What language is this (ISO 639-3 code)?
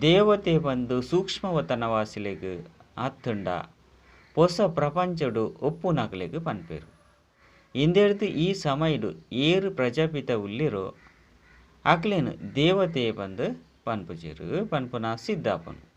tcy